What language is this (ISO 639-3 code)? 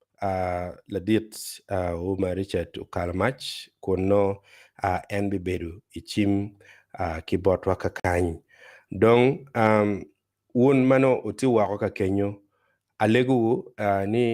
ach